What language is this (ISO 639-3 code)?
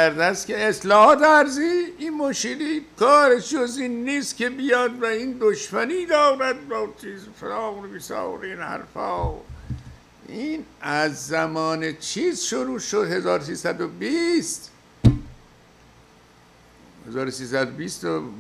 fas